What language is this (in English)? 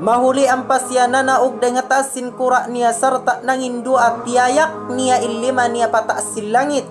Tausug